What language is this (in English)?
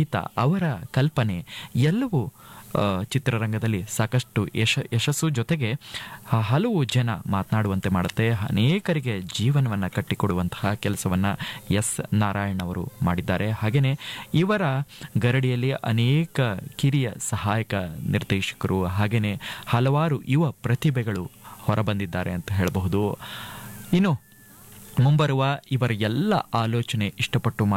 Kannada